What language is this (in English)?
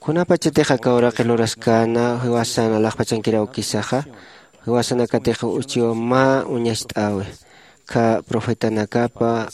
Aymara